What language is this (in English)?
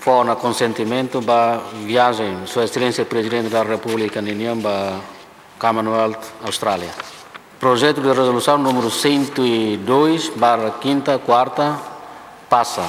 Tetum